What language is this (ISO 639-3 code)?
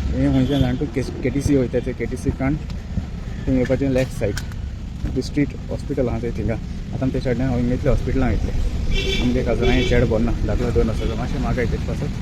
kok